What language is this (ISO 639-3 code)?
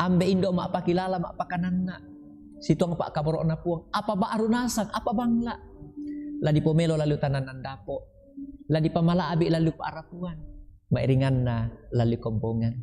sda